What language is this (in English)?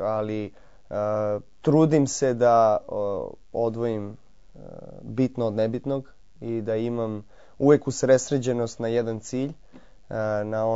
Serbian